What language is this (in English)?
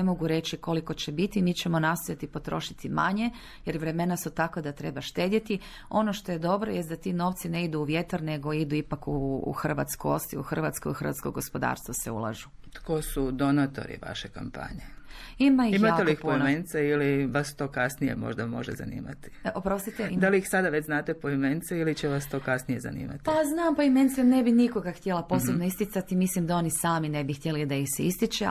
Croatian